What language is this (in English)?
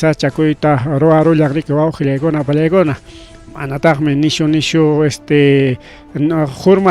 Ayacucho Quechua